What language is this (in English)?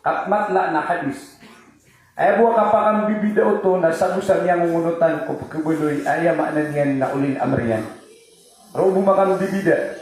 Maranao